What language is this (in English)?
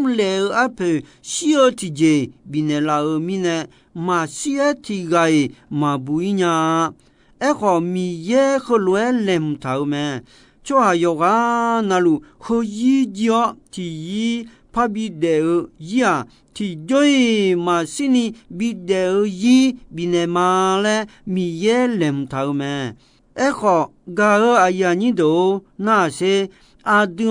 Akha